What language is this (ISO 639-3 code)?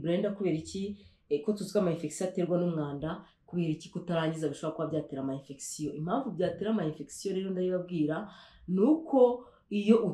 kin